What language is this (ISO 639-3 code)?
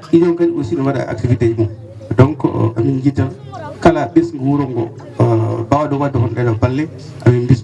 ful